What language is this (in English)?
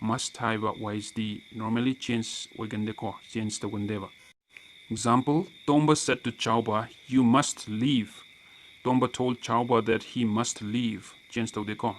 Manipuri